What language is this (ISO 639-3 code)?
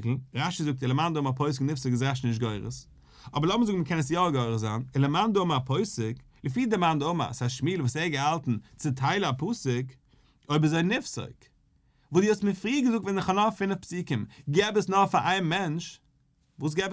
yid